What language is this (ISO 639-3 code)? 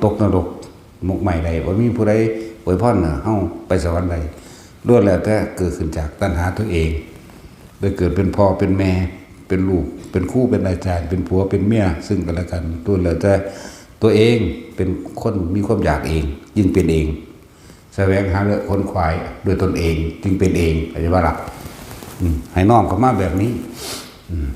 lao